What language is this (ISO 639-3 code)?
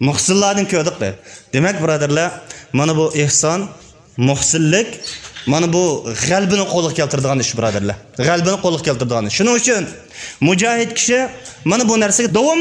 uig